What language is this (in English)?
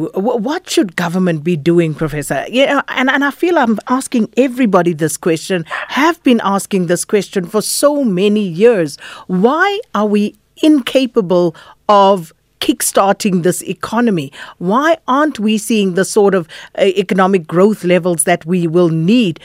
English